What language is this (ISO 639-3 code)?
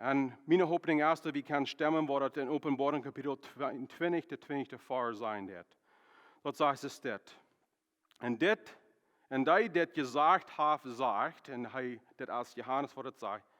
pdt